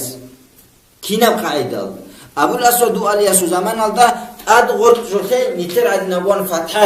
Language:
Avaric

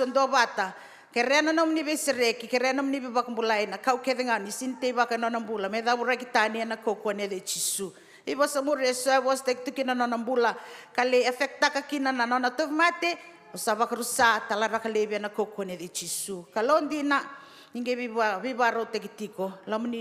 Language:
Fijian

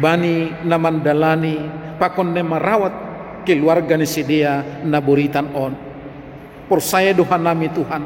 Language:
Batak Simalungun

